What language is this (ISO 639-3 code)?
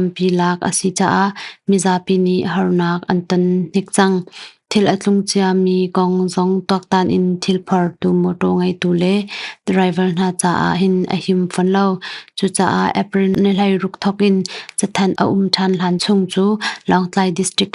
cnh